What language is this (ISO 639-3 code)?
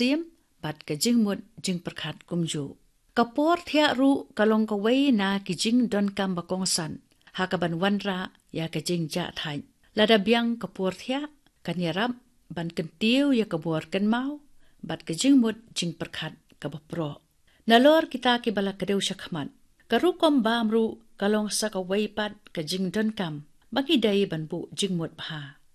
kha